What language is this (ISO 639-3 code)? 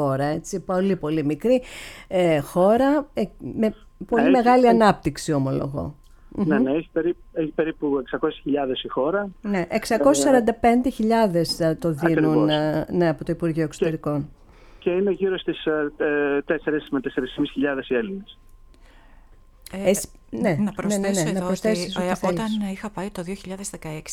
ell